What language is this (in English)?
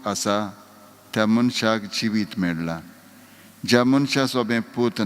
Konkani